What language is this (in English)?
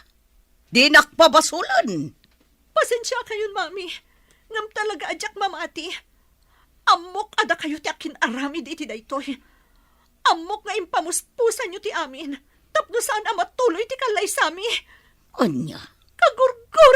Iloko